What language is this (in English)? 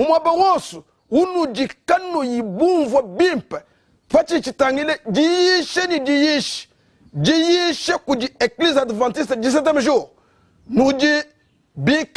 Luba-Lulua